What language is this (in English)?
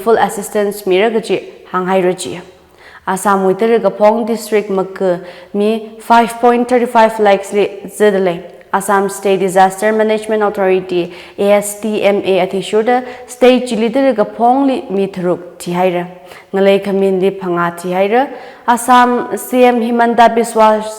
Tangkhul Naga (India)